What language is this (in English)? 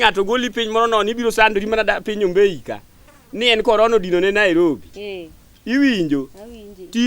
Luo (Kenya and Tanzania)